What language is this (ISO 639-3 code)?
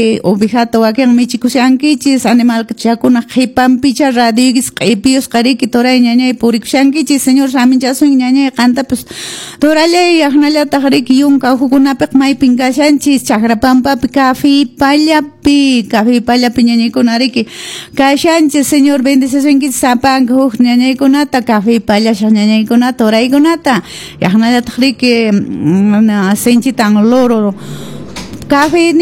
que